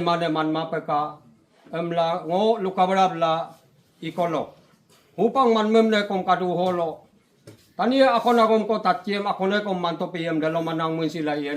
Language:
Adi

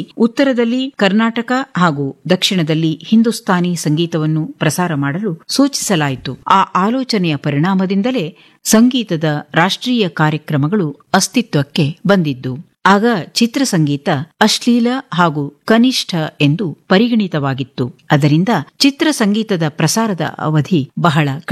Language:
Kannada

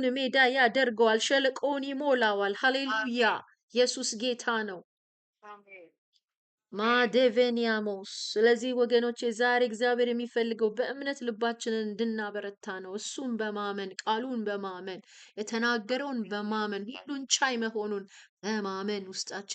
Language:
Amharic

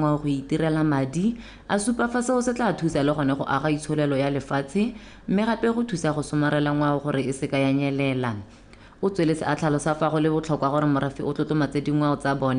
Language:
Tswana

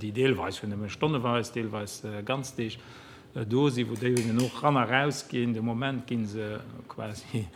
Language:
Luxembourgish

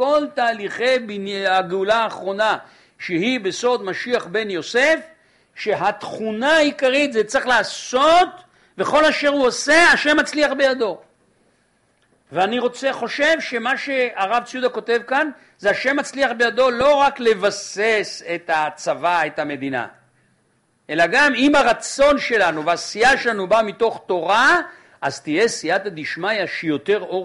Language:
Hebrew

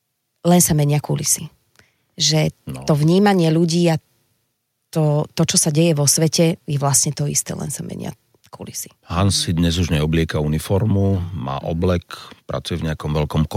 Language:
Slovak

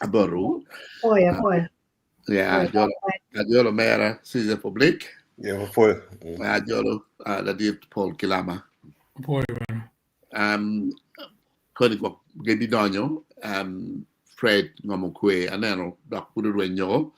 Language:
Acoli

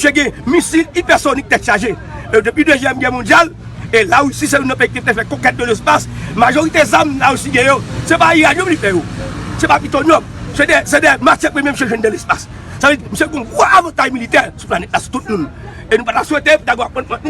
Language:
Haitian Creole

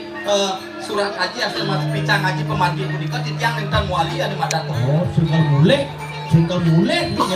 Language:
Balinese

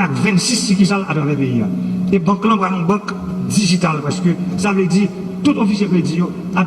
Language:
Haitian Creole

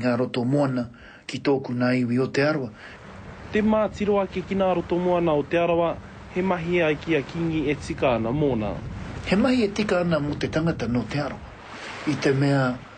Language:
Māori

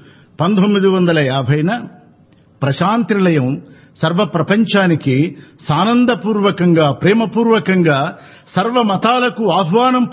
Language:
Telugu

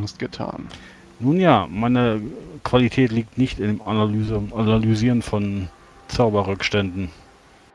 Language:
German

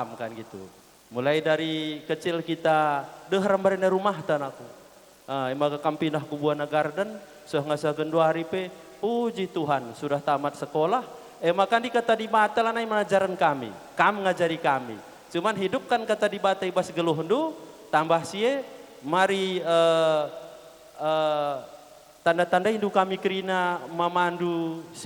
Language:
Batak Karo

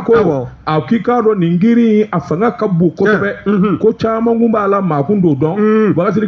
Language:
Bambara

